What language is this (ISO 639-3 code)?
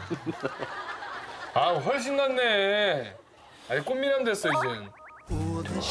kor